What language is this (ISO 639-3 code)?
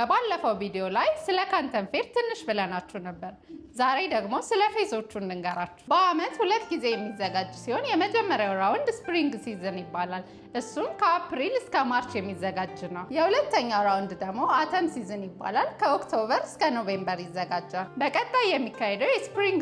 amh